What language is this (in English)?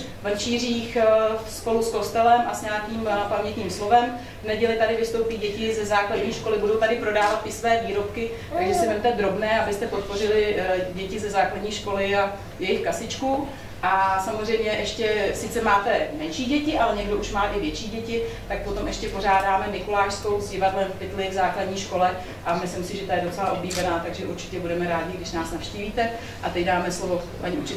Czech